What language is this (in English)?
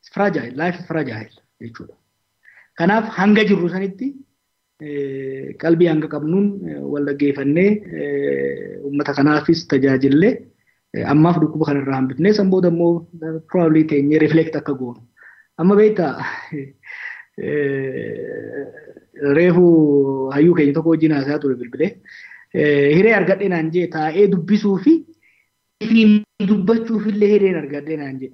Oromo